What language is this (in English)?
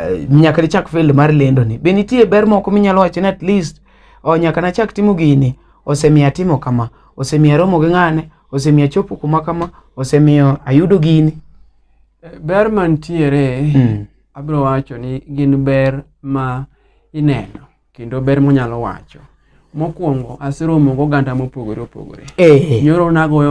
Luo (Kenya and Tanzania)